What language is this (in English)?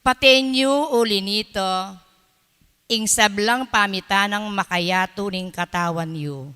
Pampanga